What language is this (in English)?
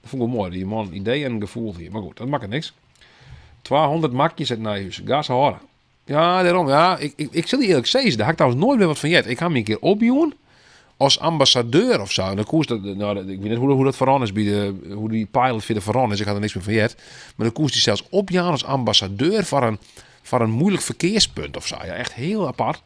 Western Frisian